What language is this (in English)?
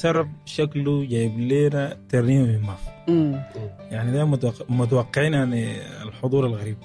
Sudanese Arabic